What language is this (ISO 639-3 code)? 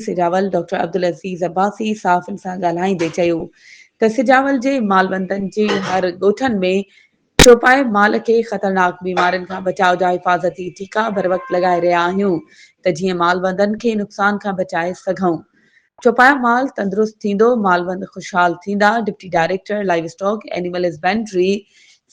snd